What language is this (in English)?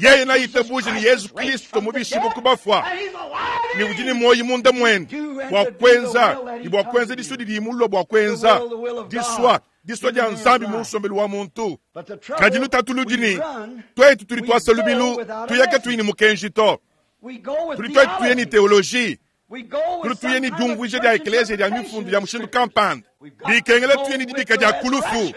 Luba-Lulua